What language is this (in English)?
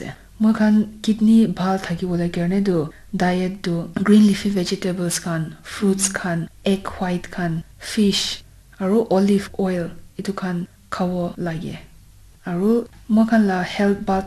Naga Pidgin